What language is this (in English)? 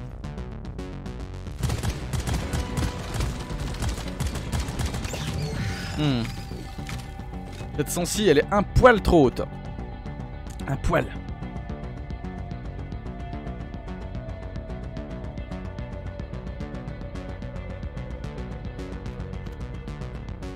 French